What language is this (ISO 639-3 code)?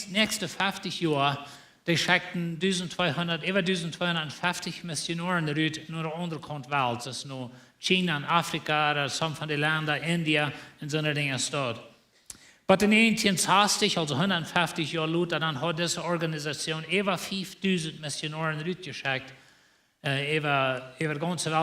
pdt